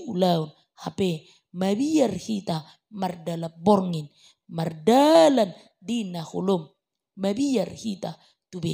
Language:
Batak Toba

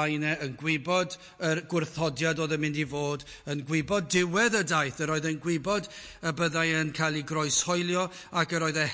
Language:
Welsh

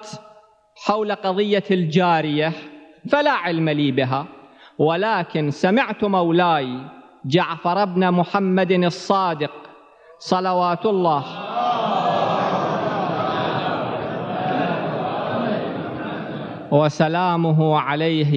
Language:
Arabic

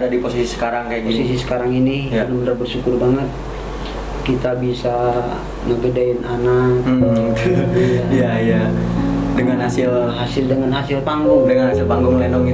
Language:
Betawi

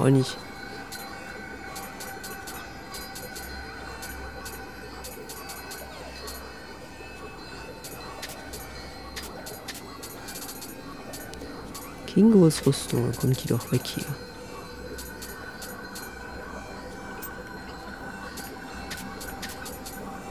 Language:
German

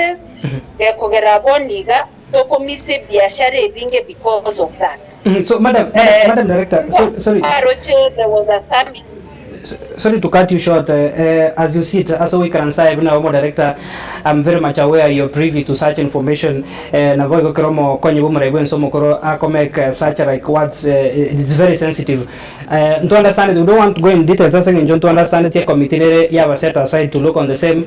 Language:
Gusii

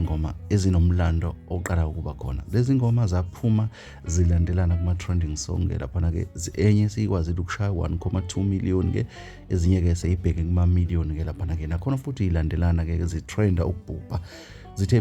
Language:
Zulu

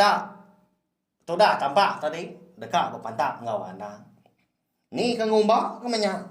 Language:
Iban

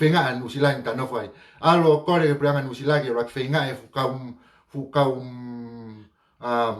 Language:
Tongan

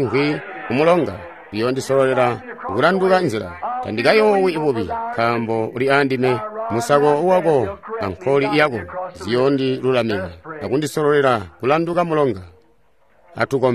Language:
Tonga (Zambia)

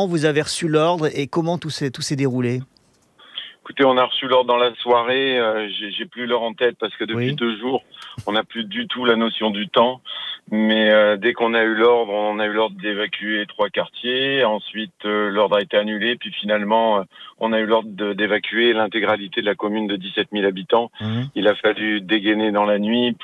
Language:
French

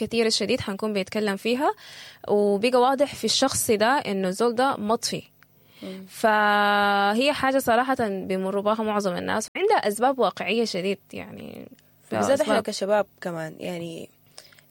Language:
Sudanese Arabic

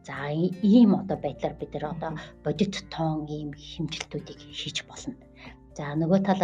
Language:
Mongolian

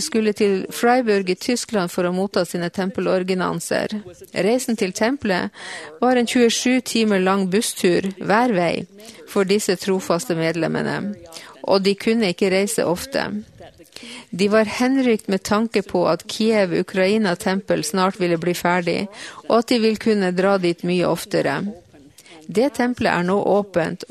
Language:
Norwegian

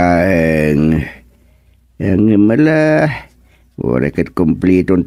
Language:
Iloko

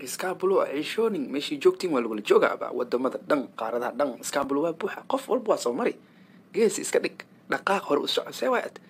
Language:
Somali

